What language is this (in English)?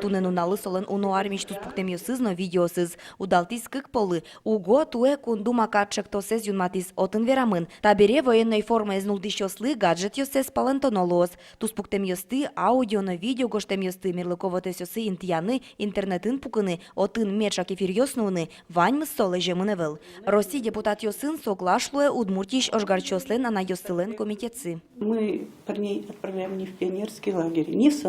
Udmurt